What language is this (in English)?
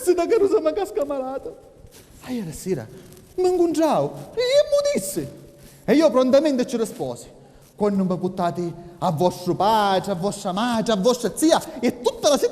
Sicilian